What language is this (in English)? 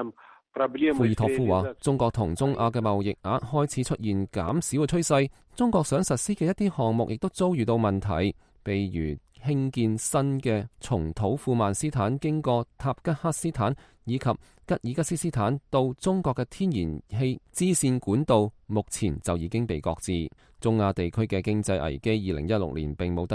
Cantonese